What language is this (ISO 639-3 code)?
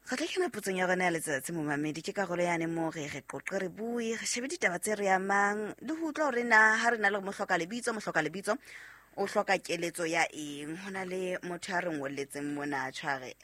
sot